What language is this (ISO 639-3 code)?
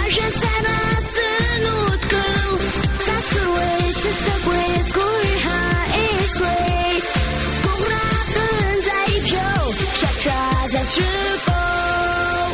abk